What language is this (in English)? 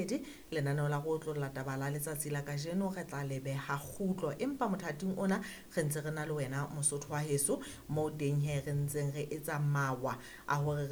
Southern Sotho